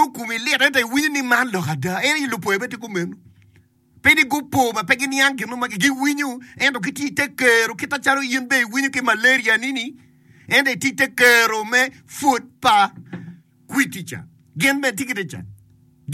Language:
Acoli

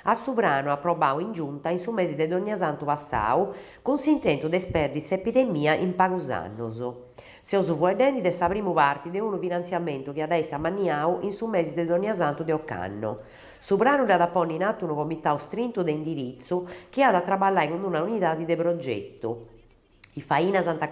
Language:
Sardinian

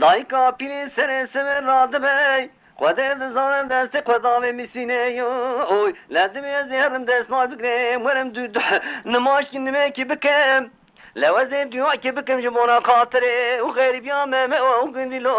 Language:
Zaza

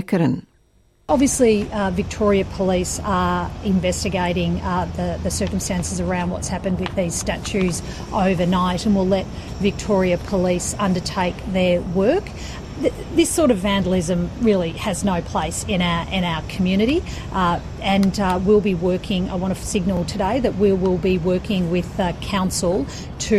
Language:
Kurdish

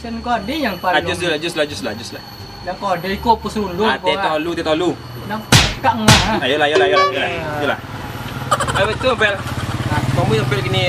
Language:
Minangkabau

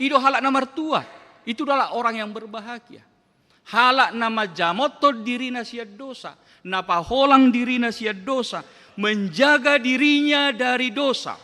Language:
Batak Toba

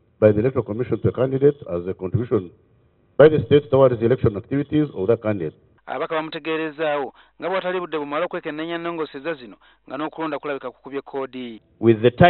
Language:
Ganda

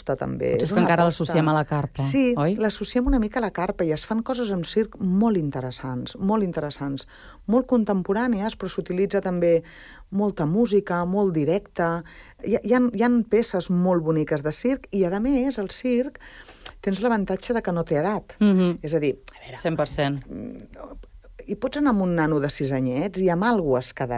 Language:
Catalan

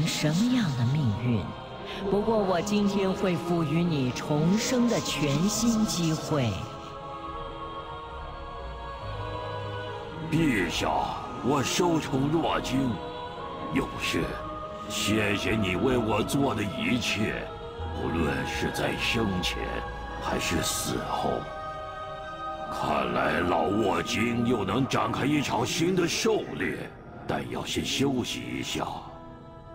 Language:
Chinese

